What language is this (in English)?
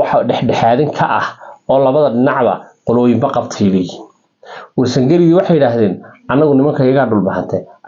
Somali